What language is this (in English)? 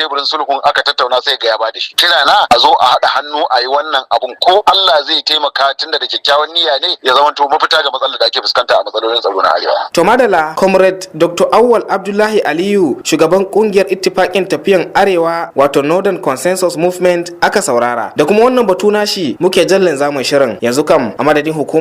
Hausa